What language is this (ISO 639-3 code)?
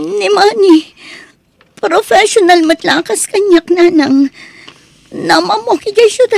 ilo